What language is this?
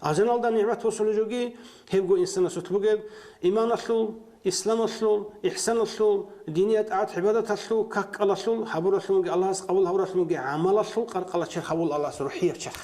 Avaric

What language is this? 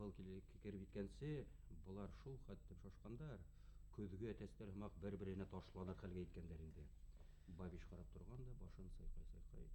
Bashkir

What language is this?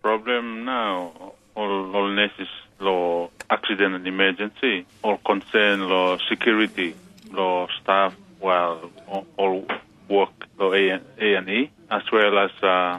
Tok Pisin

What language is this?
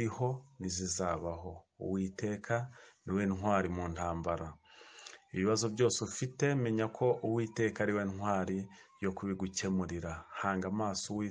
Kinyarwanda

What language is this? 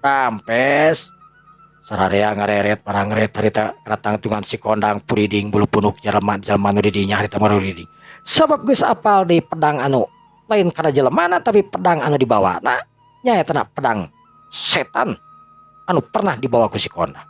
Sundanese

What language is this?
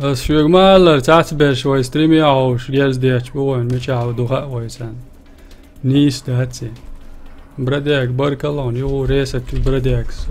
Chechen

